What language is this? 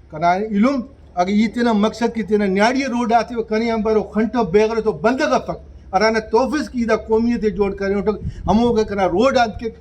Brahui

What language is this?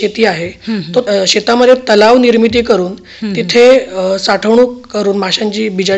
Marathi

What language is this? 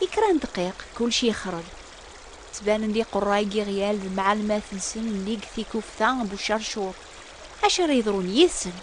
Kabyle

